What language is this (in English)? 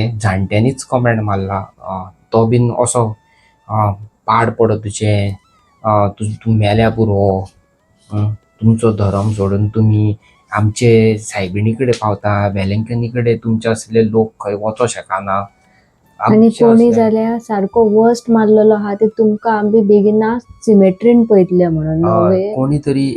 Konkani